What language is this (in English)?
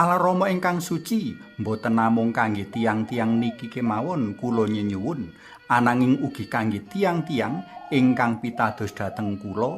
Javanese